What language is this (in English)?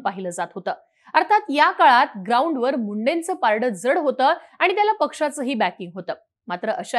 Marathi